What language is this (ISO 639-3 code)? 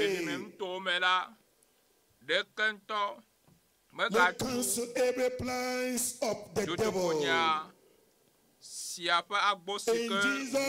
ewe